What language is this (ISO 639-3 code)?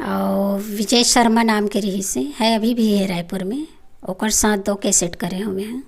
hne